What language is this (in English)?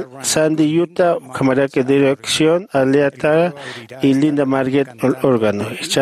Aymara